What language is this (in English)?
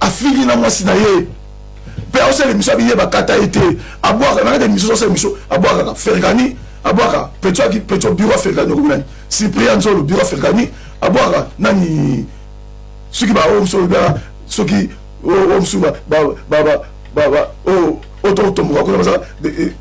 Lingala